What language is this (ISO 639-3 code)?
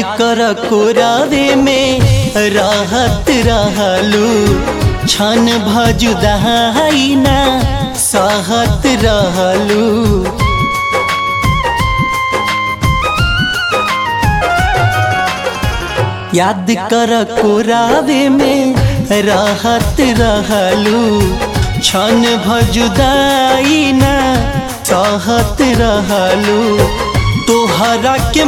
bho